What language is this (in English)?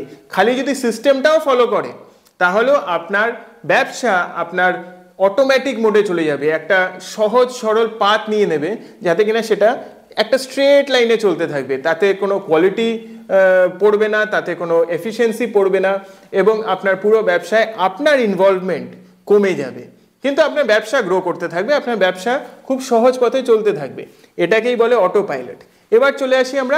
Bangla